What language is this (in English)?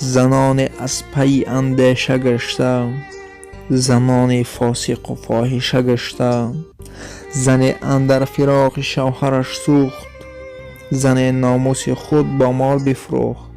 Tajik